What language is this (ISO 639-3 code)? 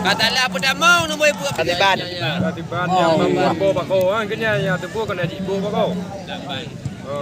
ace